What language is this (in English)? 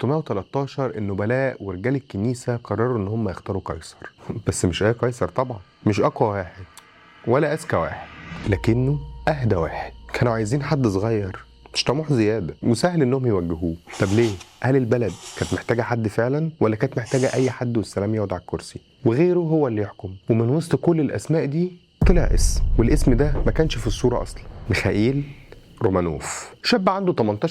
Egyptian Arabic